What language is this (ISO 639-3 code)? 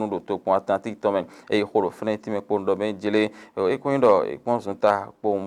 fon